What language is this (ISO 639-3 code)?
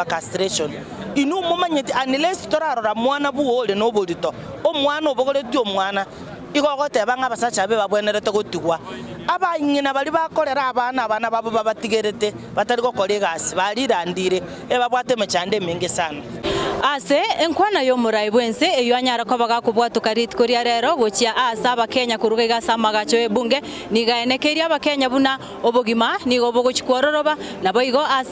guz